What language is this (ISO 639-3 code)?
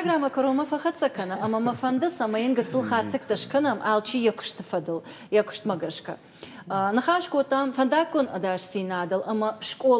oss